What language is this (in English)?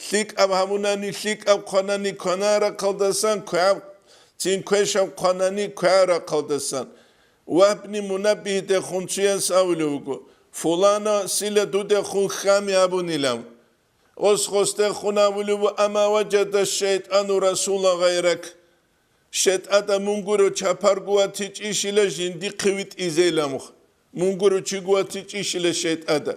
Avaric